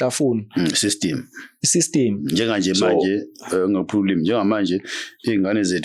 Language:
Zulu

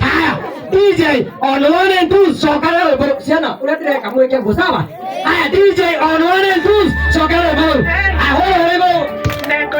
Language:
Kikuyu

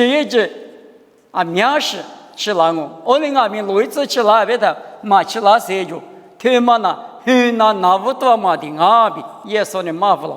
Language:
Lisu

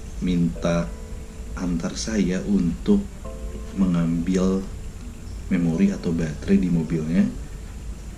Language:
Indonesian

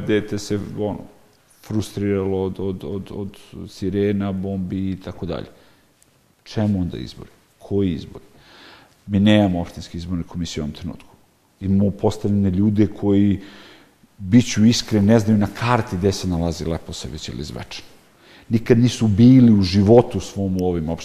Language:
Serbian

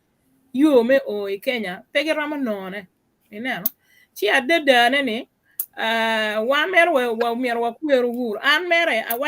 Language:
Acoli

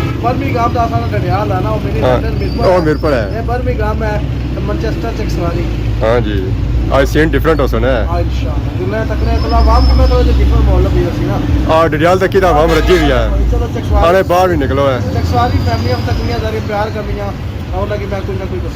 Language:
Pahari-Potwari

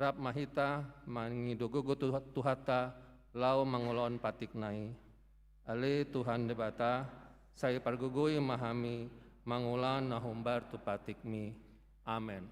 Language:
Batak Toba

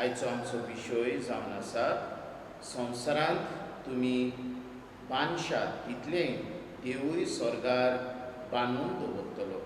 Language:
Konkani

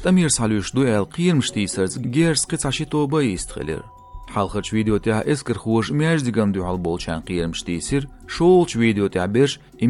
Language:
Chechen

